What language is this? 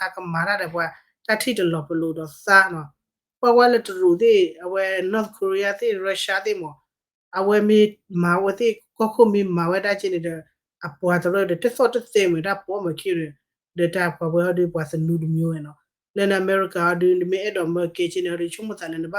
S'gaw Karen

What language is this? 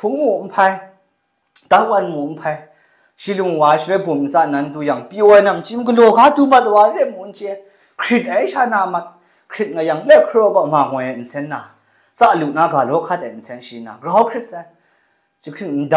Kachin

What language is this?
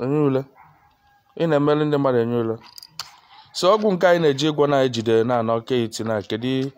Igbo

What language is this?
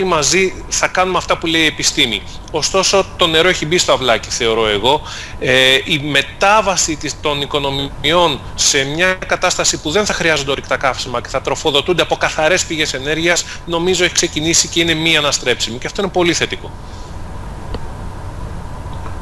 Greek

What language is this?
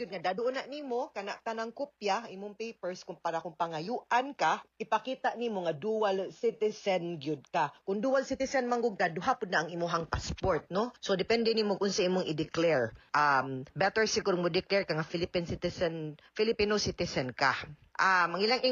Cebuano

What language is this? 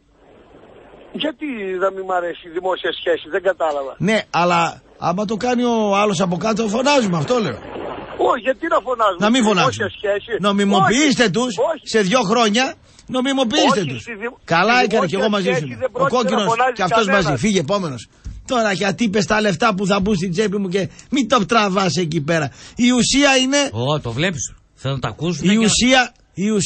Greek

